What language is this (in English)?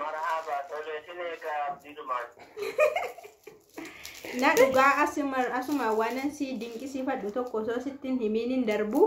Oromo